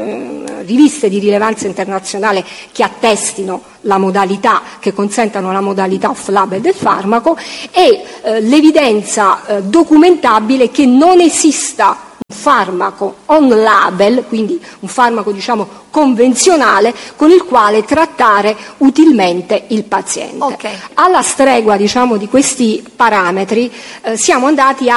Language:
Italian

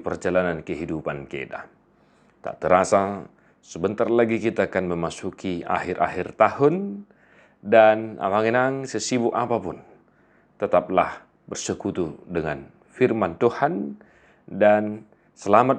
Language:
Batak Toba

